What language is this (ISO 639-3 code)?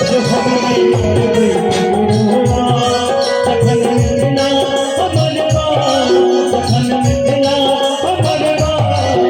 mai